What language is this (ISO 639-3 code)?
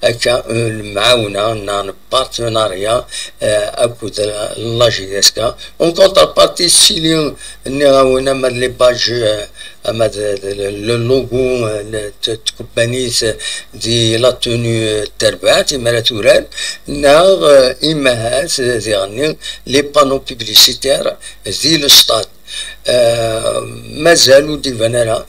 kab